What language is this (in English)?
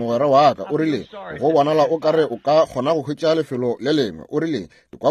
Northern Sotho